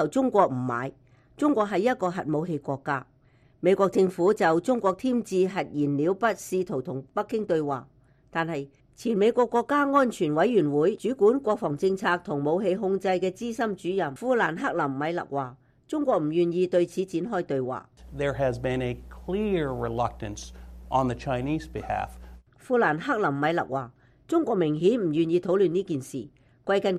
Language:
Cantonese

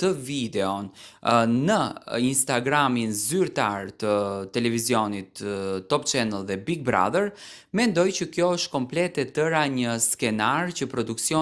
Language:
Albanian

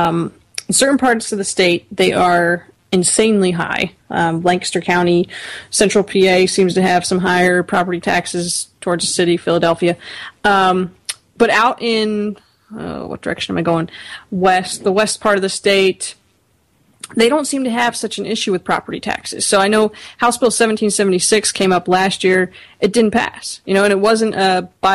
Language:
English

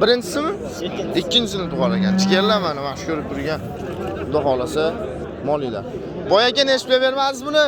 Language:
Uzbek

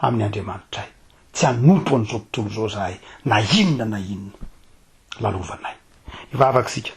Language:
Malagasy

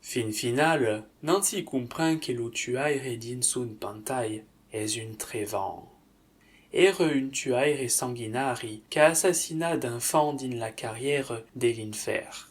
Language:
Occitan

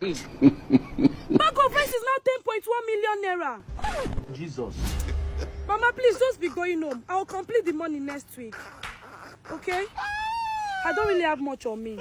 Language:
Jamaican Creole English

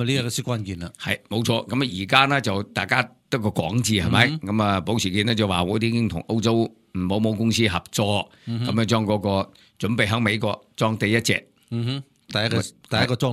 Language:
Cantonese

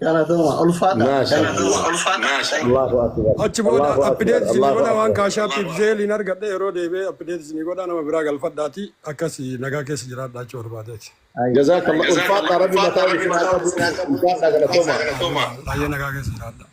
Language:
Oromo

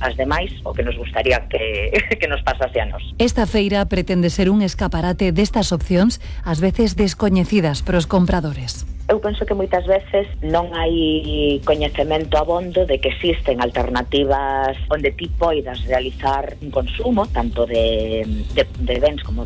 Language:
Galician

